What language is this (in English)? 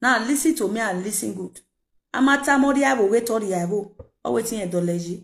Nigerian Pidgin